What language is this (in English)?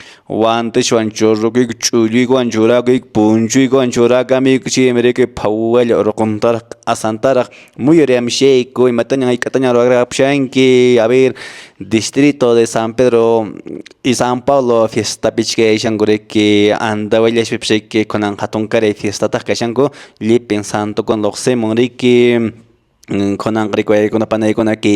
Quechua